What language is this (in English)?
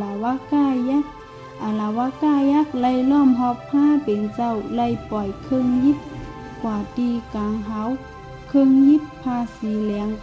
Shan